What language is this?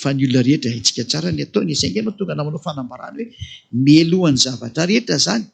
Malagasy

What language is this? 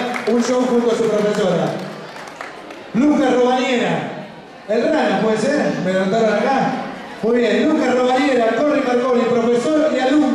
Spanish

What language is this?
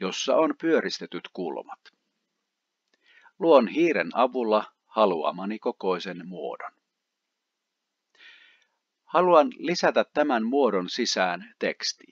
Finnish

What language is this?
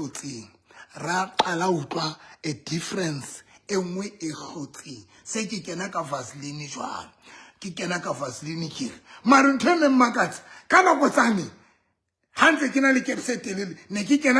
Southern Sotho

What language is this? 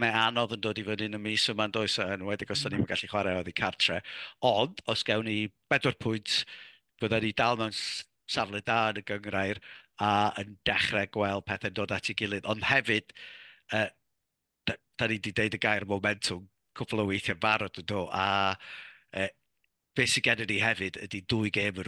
Welsh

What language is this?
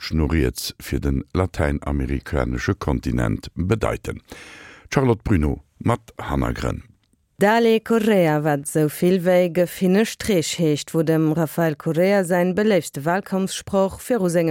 Luxembourgish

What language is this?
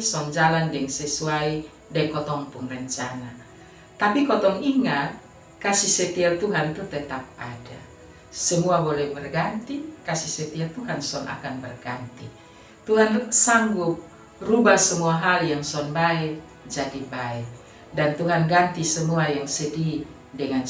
Kupang Malay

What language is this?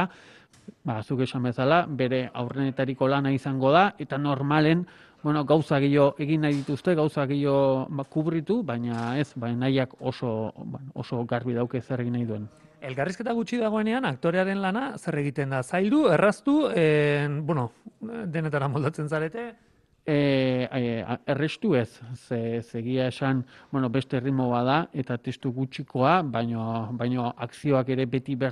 Basque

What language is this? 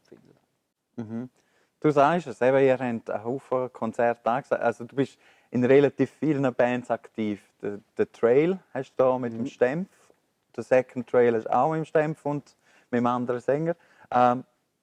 Swiss German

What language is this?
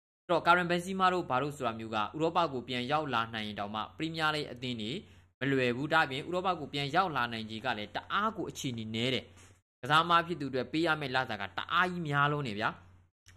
Burmese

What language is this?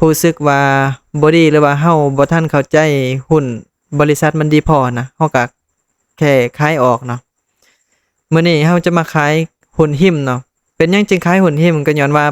Lao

